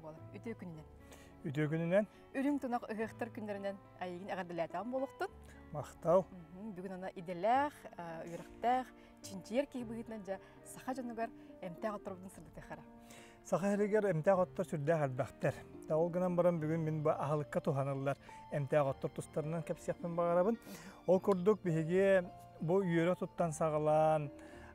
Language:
Yakut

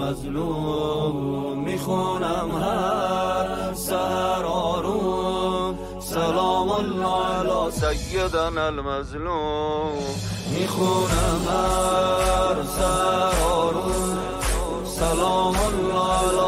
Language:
Persian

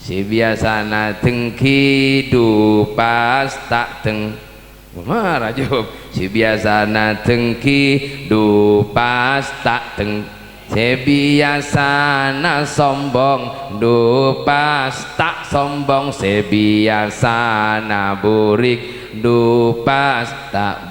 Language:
Madurese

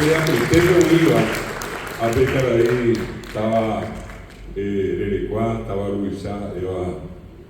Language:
Guarani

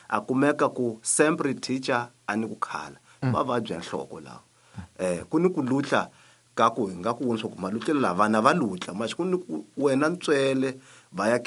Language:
Tsonga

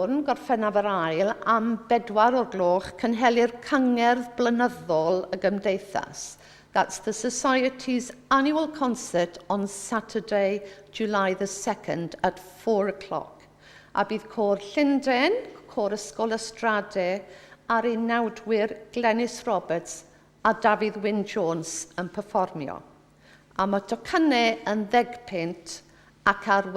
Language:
Welsh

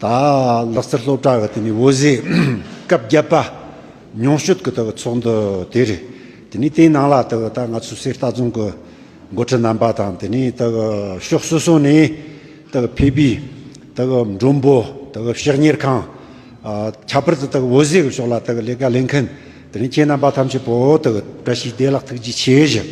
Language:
Tibetan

